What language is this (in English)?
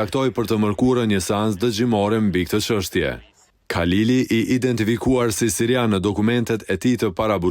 Albanian